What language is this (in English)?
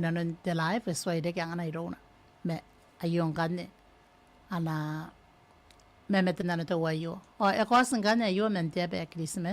Gilbertese